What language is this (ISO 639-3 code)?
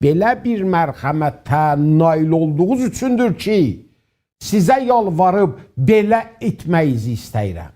azb